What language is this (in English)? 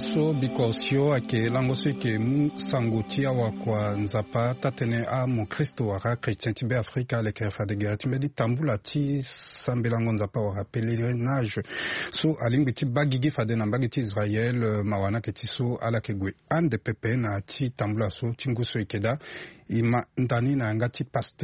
Sango